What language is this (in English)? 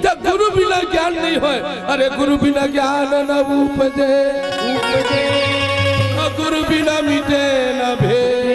Chhattisgarhi